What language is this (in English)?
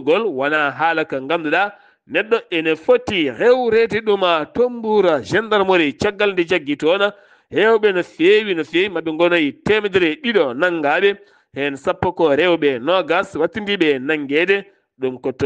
Fula